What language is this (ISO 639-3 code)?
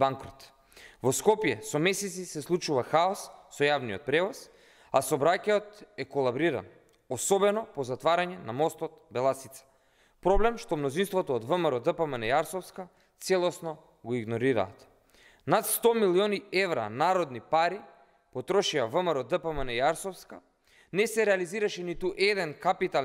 mkd